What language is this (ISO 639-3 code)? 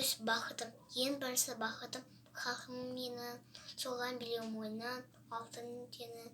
kaz